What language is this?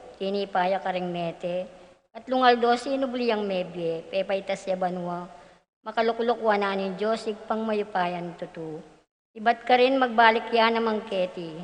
Pampanga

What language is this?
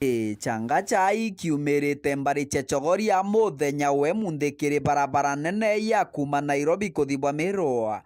Meru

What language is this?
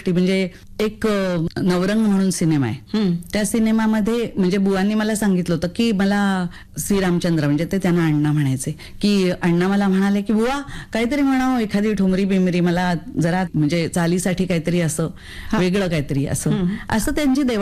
Marathi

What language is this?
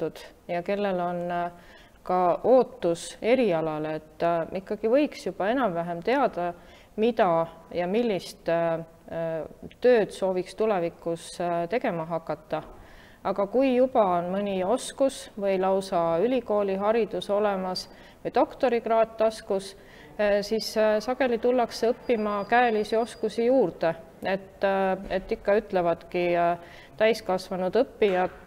Estonian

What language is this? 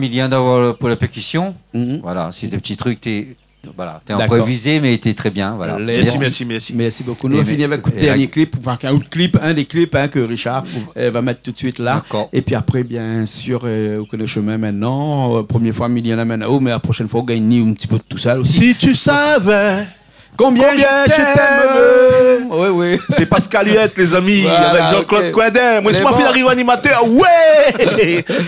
Réunion Creole French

